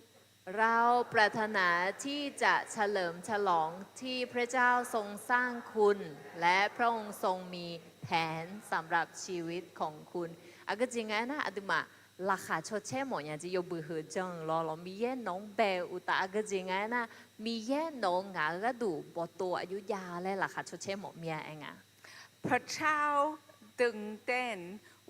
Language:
Akha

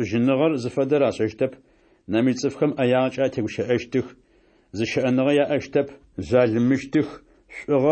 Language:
Adyghe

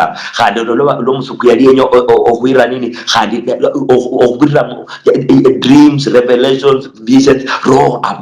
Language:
Luyia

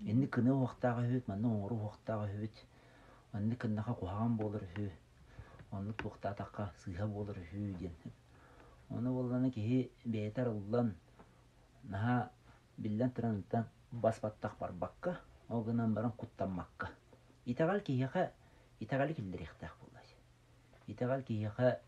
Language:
Yakut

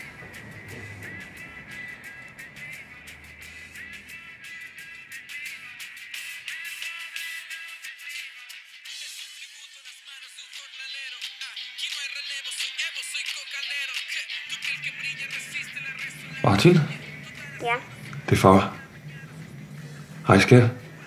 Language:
Danish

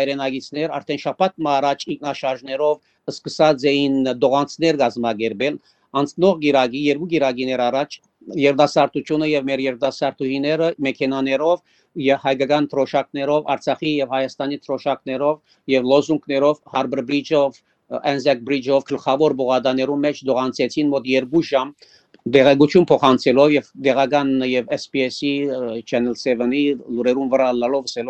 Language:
Armenian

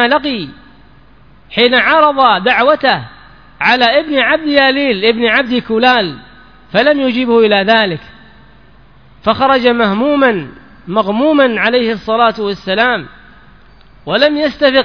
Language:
Arabic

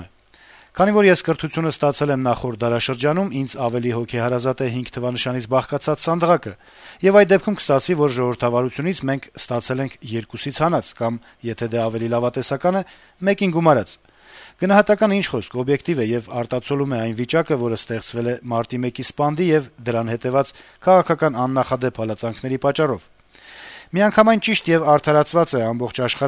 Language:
Armenian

